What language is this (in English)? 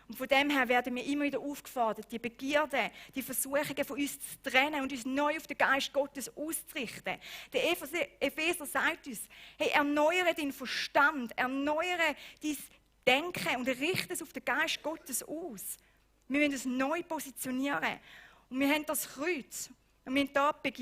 Swiss German